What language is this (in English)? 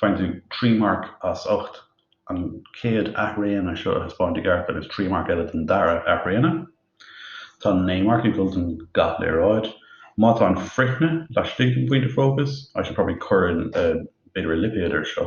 Irish